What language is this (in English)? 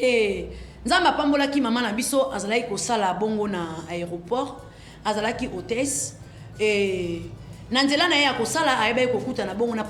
Lingala